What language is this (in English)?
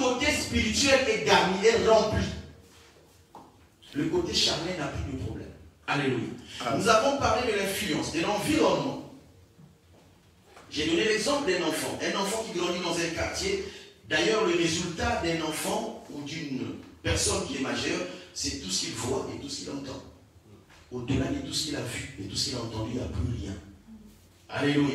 French